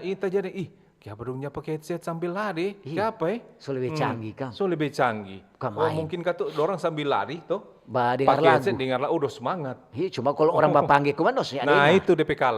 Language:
Manado Malay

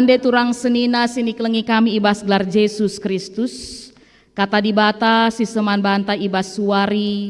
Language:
Batak Karo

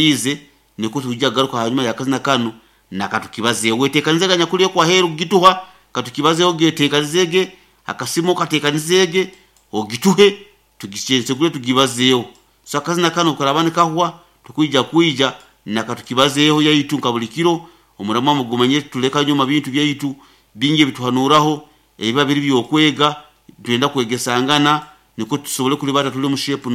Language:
Nyoro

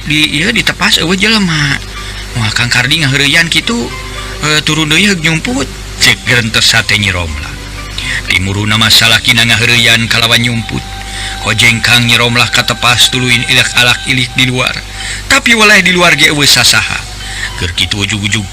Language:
Sundanese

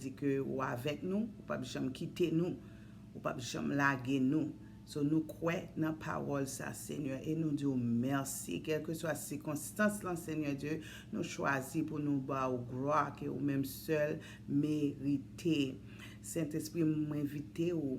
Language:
Haitian Creole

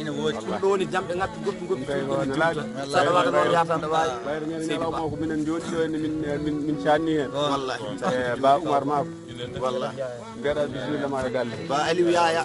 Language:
Fula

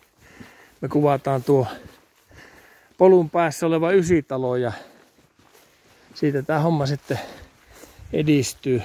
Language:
Finnish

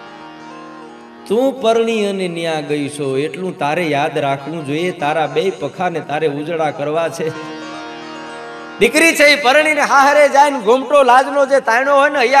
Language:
Gujarati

